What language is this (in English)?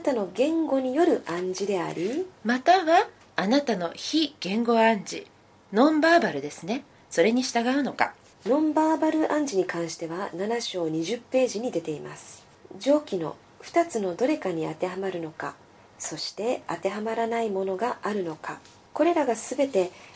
Japanese